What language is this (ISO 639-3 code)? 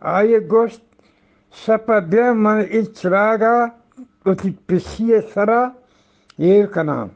bgp